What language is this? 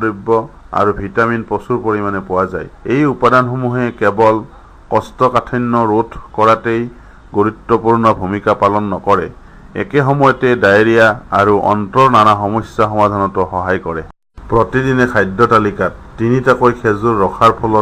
Assamese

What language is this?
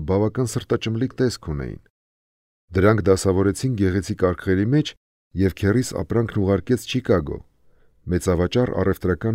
Armenian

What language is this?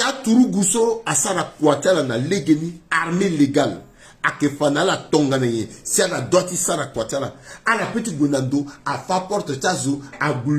Sango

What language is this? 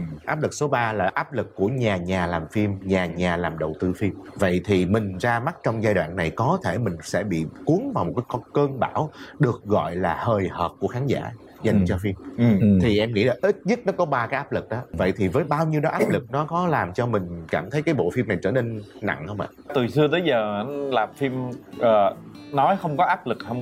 Vietnamese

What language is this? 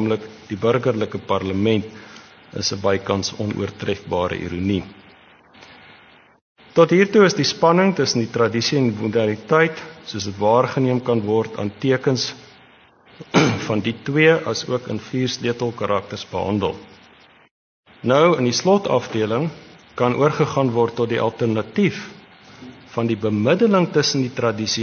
Afrikaans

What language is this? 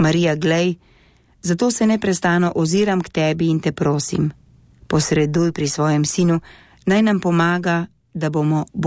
Slovenian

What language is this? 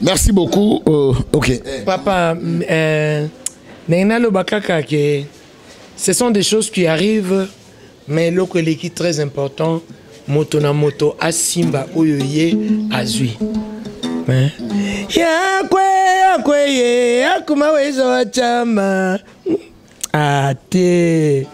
Lingala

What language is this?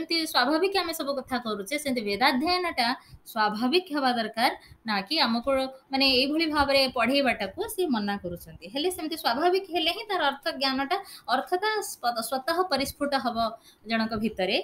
Odia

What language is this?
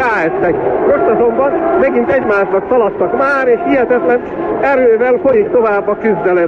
Hungarian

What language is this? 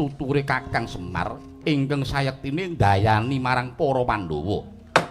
Javanese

